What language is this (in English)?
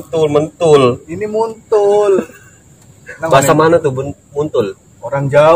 Betawi